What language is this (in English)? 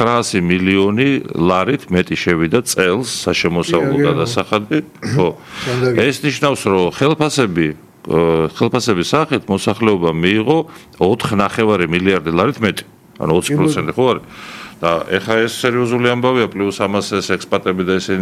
Georgian